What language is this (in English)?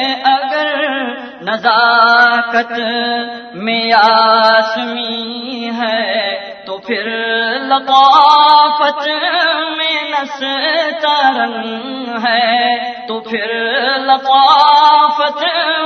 Urdu